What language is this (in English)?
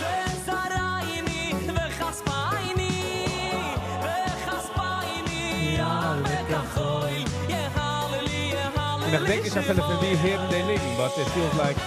Yiddish